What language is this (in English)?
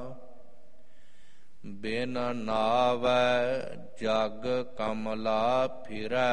Punjabi